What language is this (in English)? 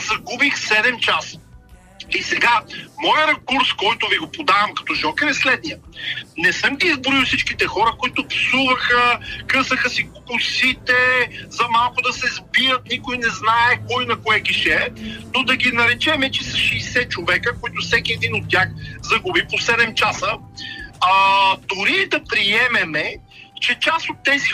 Bulgarian